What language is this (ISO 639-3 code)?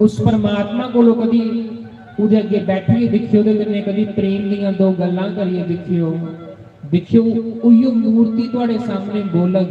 doi